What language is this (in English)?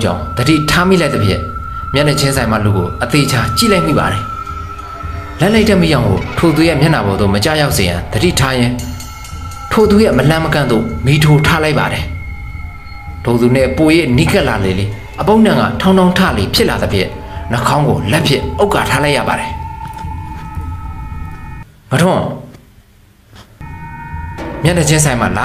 Burmese